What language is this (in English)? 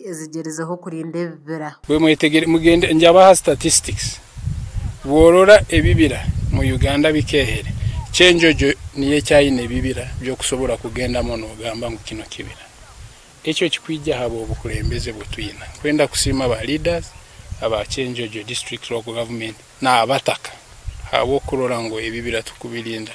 Nyankole